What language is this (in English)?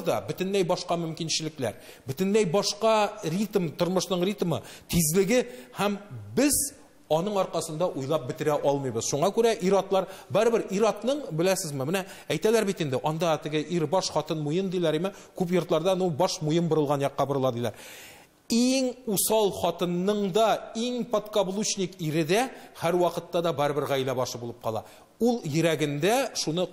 Tatar